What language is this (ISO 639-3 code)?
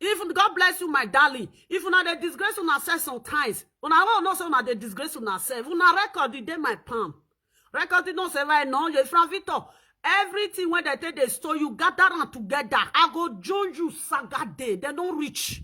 pcm